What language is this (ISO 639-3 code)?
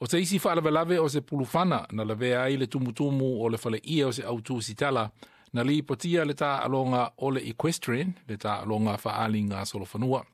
smo